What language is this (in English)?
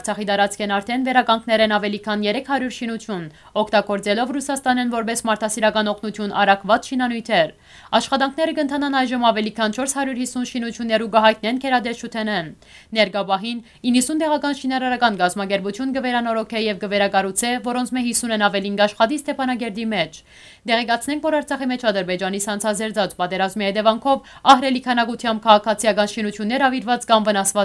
Western Armenian